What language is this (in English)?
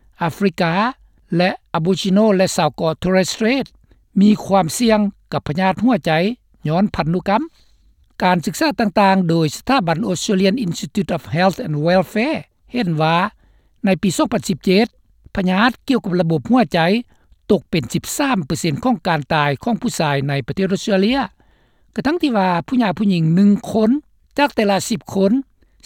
Lao